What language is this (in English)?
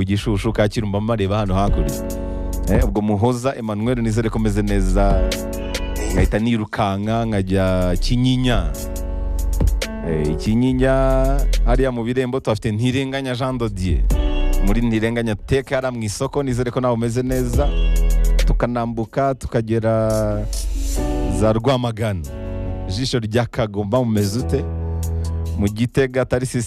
Kinyarwanda